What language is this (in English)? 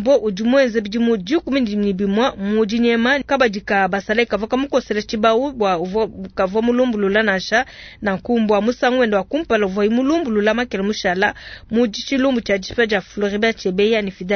Luba-Lulua